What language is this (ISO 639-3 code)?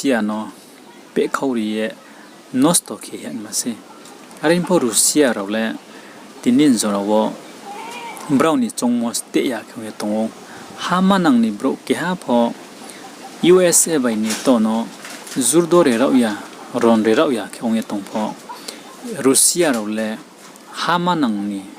ria